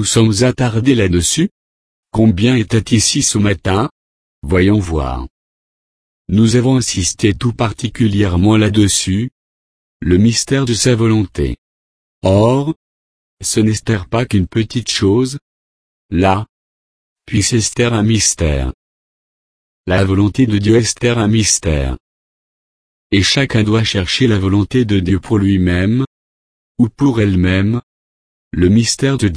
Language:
French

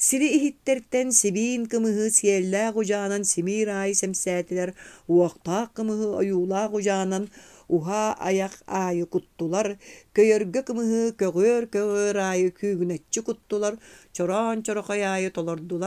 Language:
Yakut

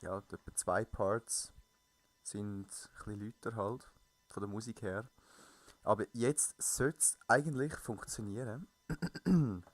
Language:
Swiss German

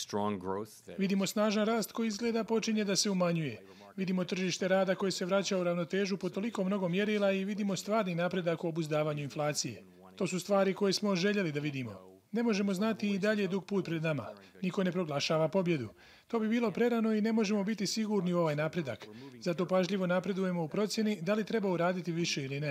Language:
Bosnian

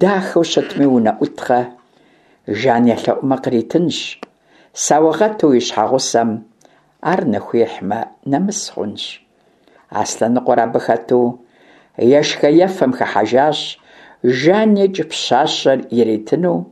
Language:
Kabardian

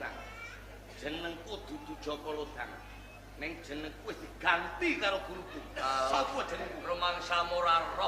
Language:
Javanese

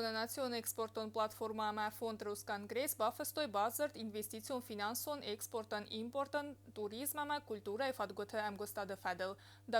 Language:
Ossetic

